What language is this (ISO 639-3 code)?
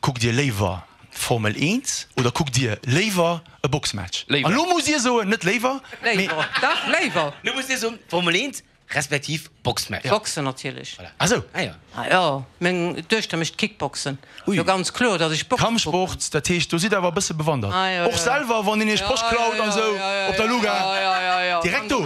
ltz